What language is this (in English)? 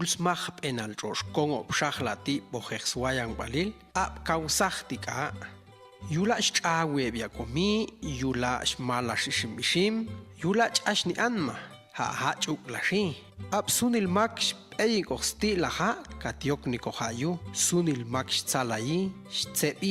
Popti'